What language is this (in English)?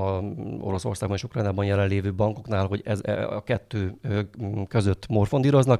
Hungarian